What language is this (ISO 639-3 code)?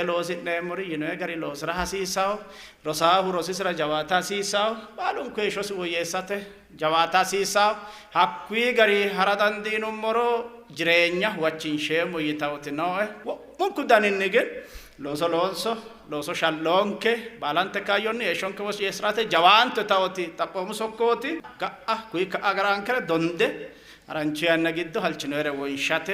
sid